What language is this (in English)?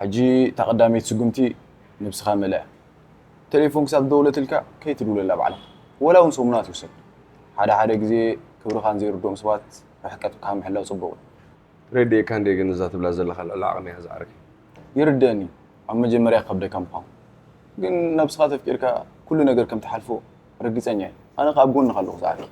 Tigrinya